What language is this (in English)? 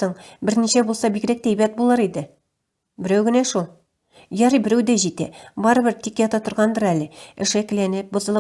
Tatar